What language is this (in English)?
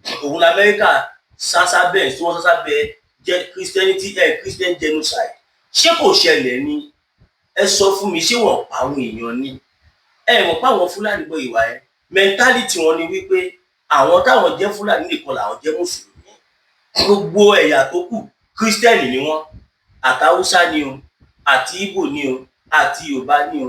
Yoruba